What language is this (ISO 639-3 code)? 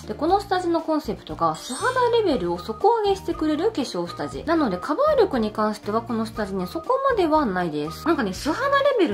jpn